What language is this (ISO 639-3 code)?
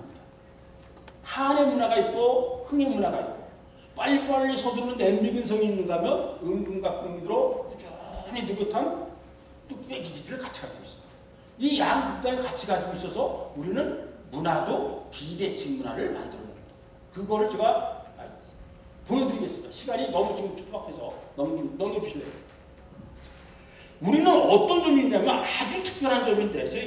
kor